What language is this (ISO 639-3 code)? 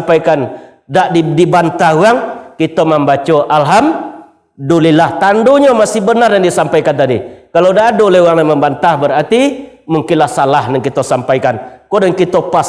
min